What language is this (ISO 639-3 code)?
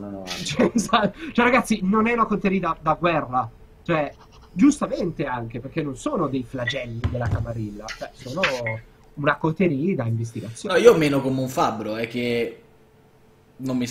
ita